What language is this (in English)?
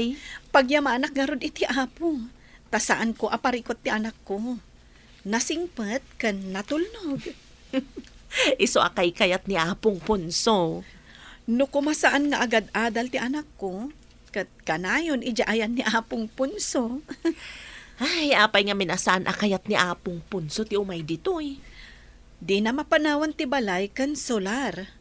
Iloko